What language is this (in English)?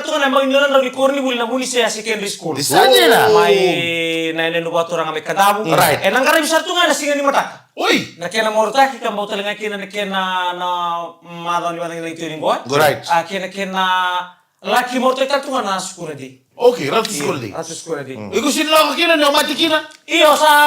Fijian